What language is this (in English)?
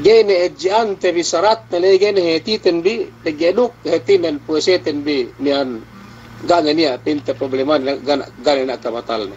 Yakan